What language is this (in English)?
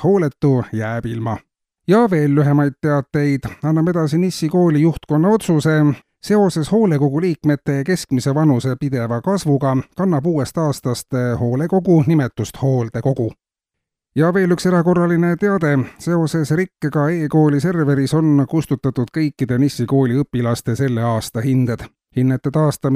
Estonian